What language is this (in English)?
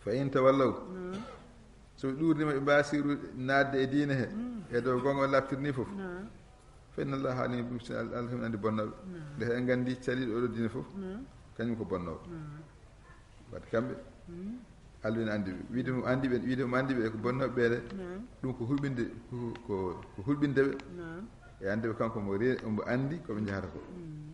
Fula